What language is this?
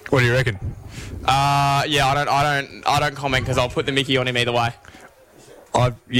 English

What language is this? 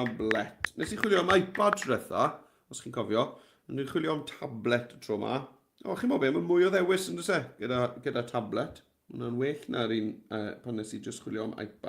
Welsh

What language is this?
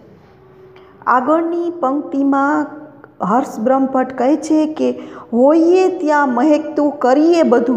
Gujarati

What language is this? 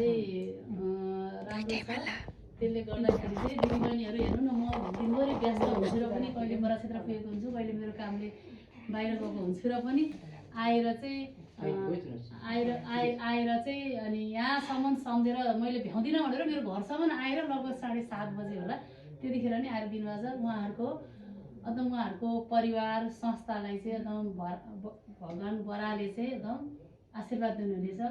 Nepali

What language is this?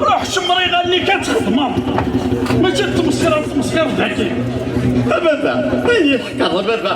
Kabyle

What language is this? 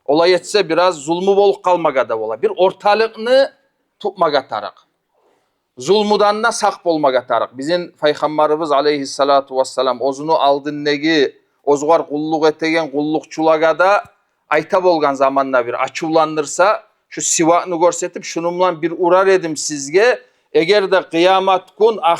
Kumyk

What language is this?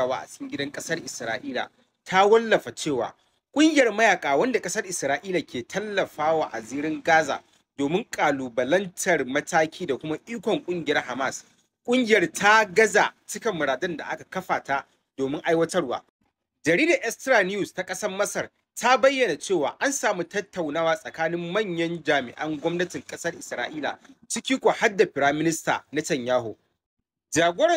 Hausa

